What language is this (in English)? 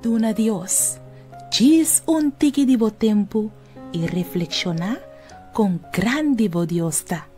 Papiamento